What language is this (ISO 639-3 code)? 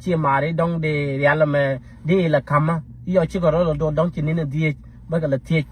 nus